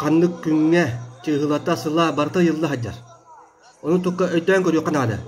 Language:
Yakut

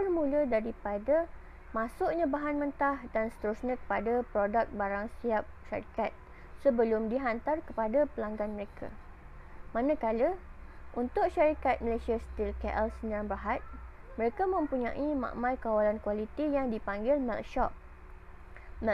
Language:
Malay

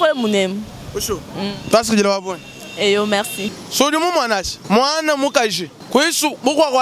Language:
Luba-Lulua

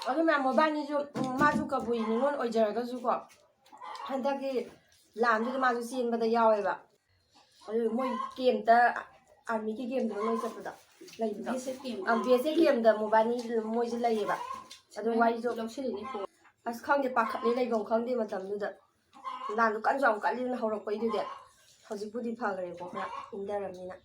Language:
Manipuri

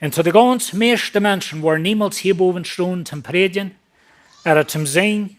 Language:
Plautdietsch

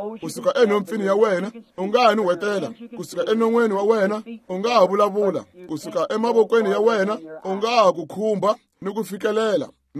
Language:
Tsonga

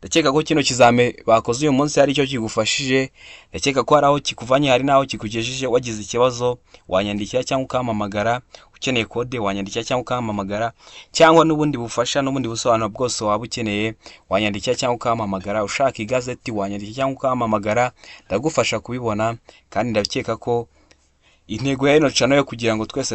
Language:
Kinyarwanda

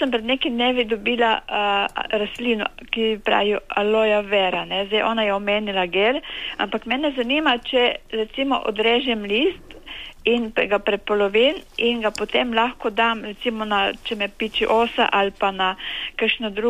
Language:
Slovenian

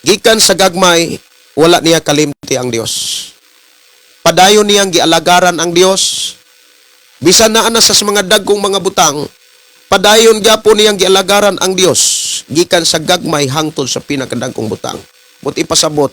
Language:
Cebuano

